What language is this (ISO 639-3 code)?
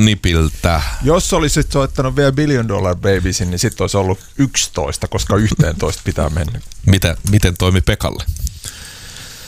fin